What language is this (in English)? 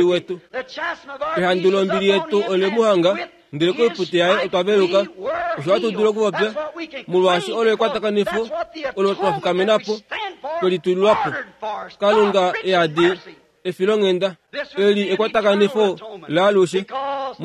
Kuanyama